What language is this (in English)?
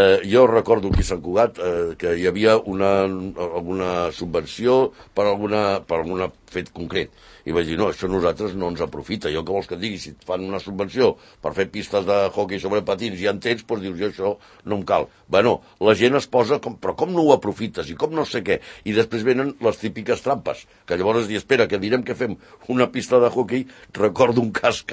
Catalan